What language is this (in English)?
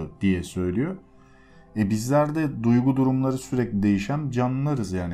Turkish